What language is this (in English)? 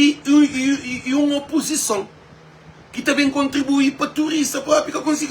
Kabuverdianu